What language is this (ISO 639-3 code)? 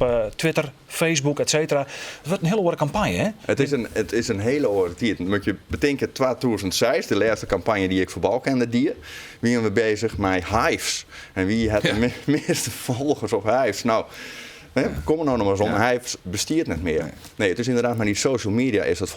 fry